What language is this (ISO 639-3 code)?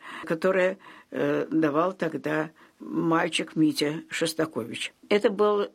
rus